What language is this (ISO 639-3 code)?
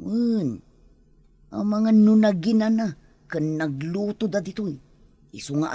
ilo